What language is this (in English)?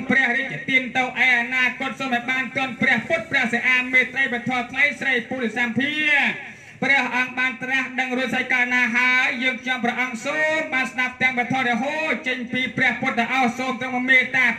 Khmer